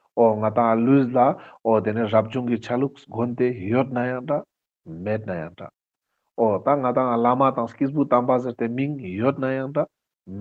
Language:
Ladakhi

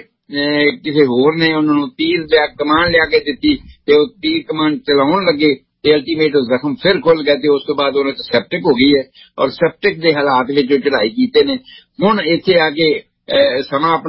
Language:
Punjabi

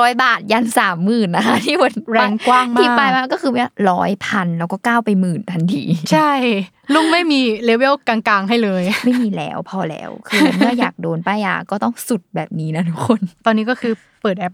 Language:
Thai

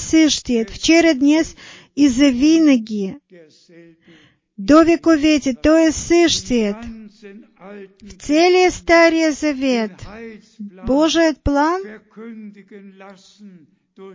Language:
Bulgarian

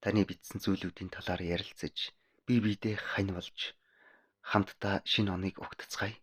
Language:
Mongolian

